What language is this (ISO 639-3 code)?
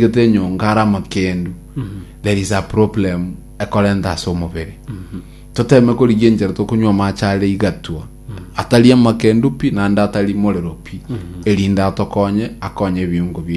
guz